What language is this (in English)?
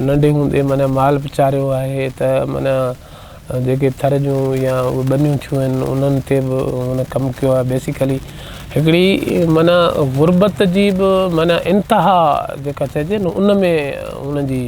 Sindhi